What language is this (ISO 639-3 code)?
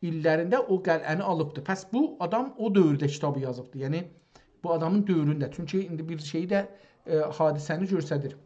azb